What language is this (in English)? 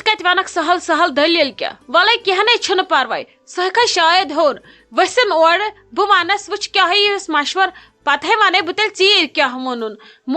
Kashmiri